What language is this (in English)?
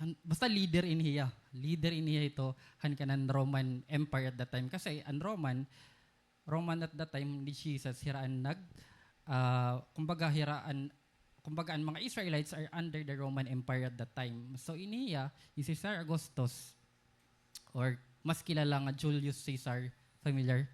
Waray